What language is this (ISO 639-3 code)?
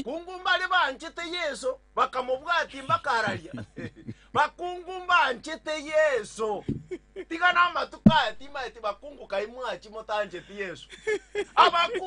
guz